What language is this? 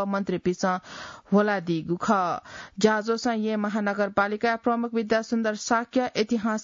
Newari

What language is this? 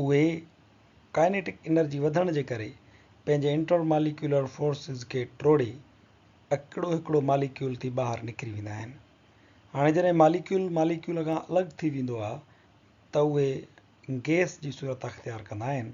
Sindhi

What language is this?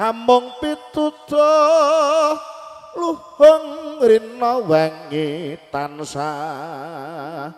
Javanese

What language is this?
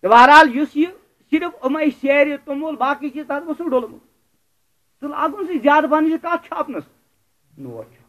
Kashmiri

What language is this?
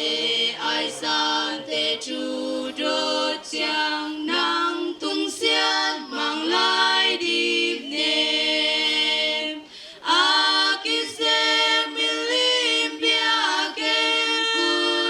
Tedim Chin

